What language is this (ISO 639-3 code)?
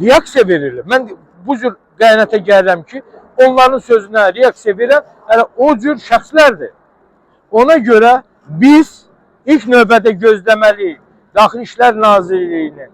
aze